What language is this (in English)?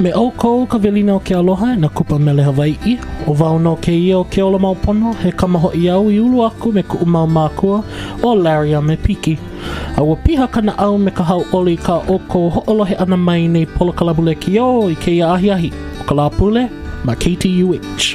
Hawaiian